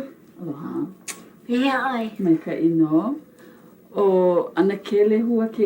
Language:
Hawaiian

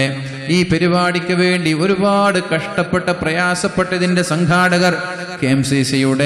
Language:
Malayalam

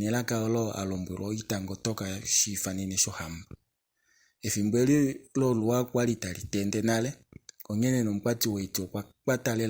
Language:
Kuanyama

